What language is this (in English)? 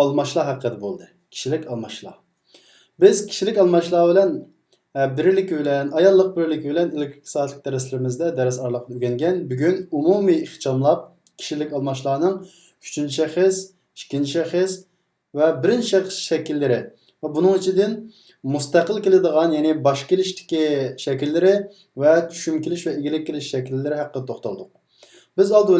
Uyghur